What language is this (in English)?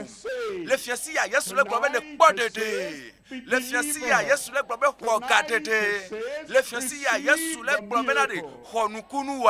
Ewe